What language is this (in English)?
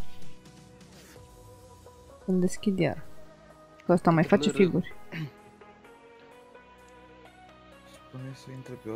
Romanian